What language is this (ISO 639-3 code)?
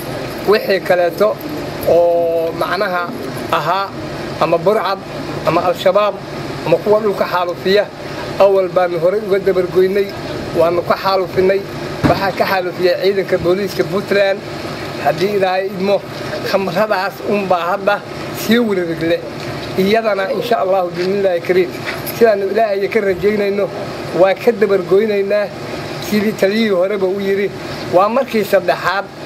som